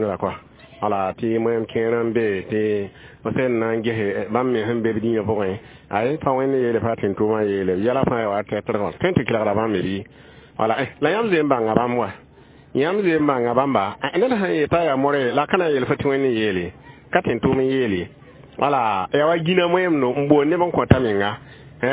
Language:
Mossi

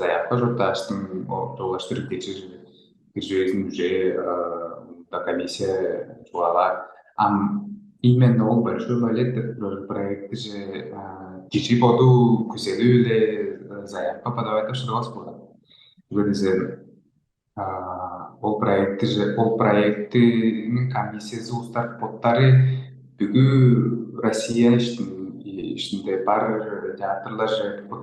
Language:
Tuvinian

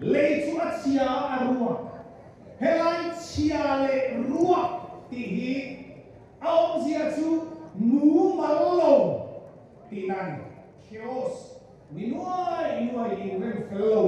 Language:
Mizo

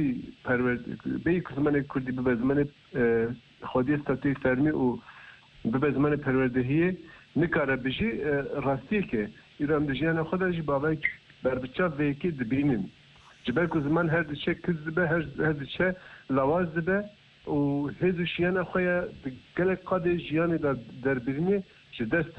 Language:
Kurdish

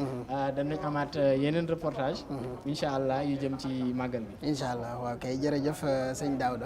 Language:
Wolof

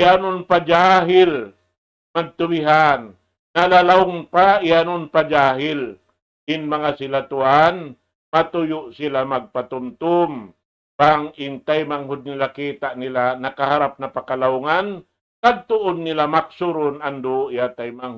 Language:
Tausug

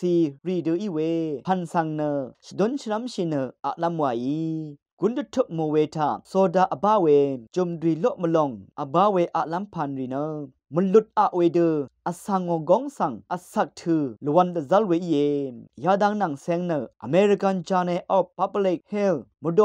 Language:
Rawang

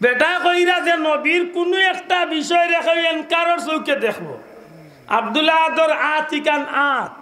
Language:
Sylheti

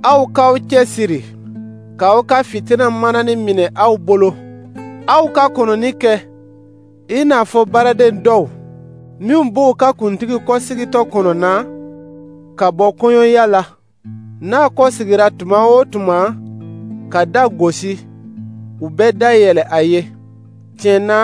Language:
Dyula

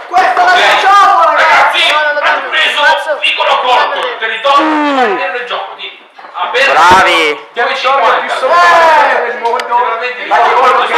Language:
Italian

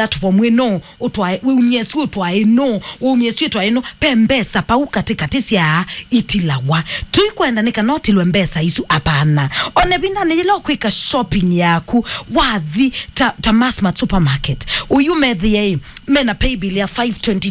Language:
Kamba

